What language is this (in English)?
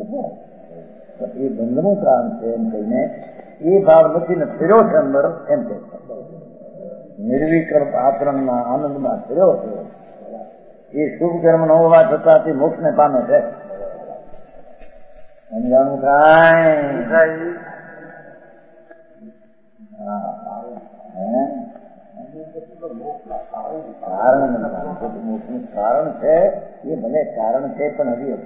Gujarati